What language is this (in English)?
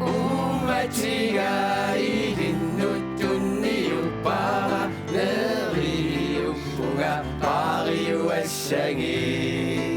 Kalaallisut